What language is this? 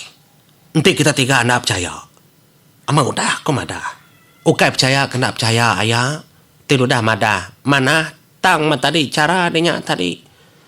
Iban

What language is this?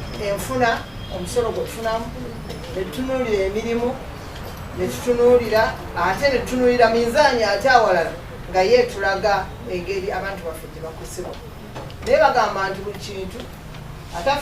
Ganda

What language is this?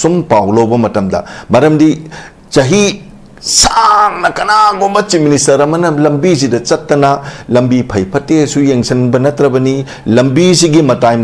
Manipuri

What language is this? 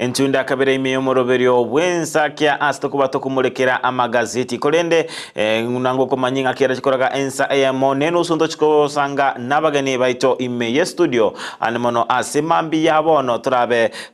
Gusii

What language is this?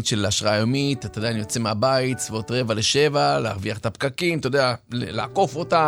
Hebrew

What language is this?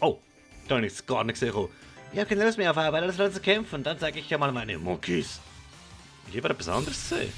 Swiss German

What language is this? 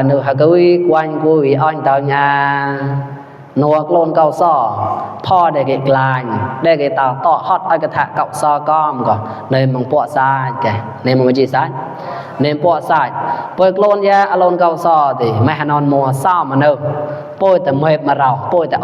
Mon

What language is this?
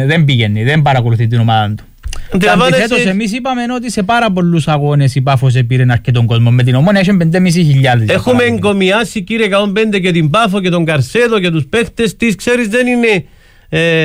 Greek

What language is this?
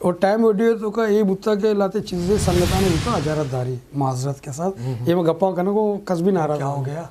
Eastern Balochi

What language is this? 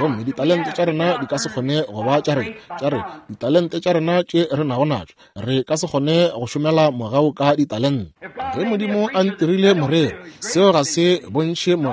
Northern Sotho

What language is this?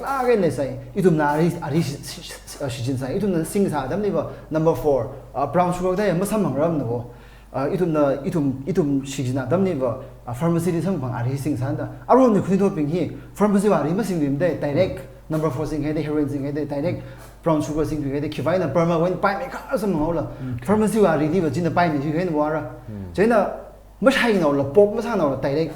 Tangkhul Naga (India)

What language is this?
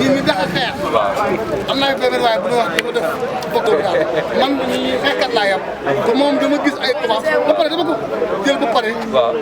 Wolof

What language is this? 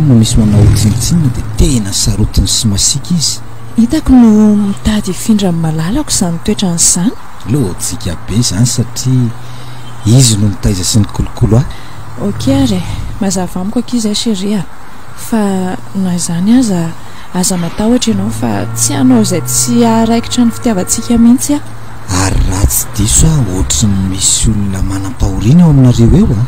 Malagasy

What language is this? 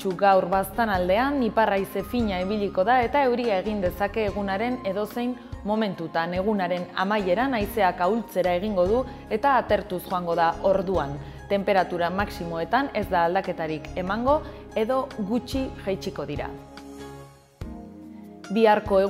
Basque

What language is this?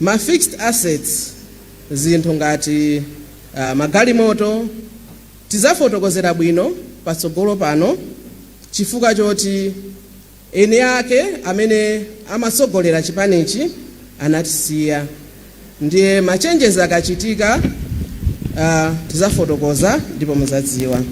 Nyanja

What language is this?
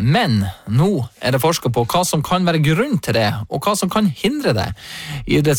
Norwegian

